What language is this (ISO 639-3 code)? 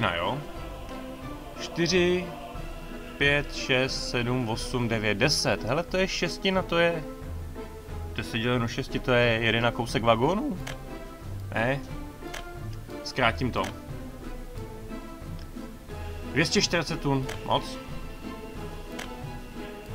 ces